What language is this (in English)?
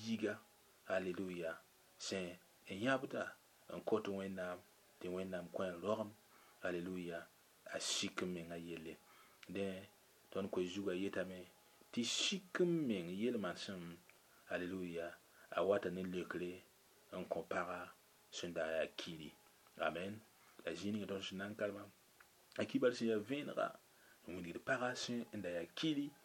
Mossi